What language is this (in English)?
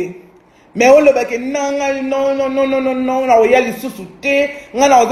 Lingala